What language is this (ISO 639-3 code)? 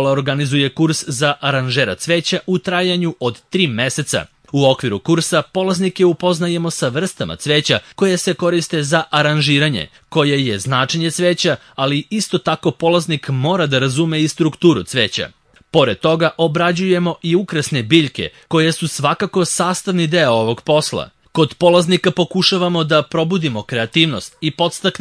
srp